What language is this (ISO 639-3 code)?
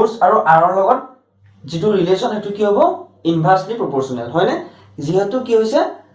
asm